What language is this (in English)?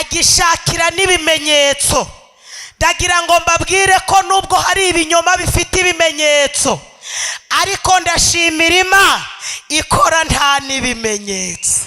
Kinyarwanda